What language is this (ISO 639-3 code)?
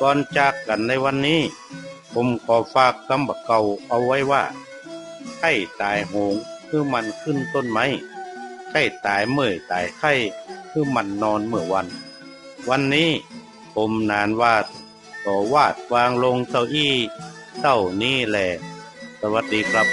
nod